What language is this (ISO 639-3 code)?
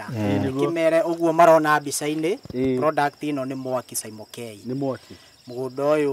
kik